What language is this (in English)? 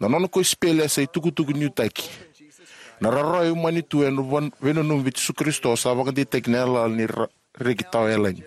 Fijian